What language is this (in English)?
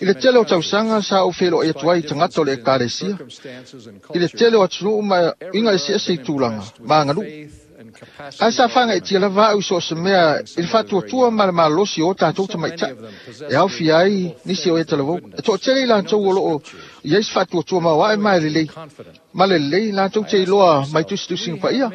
Samoan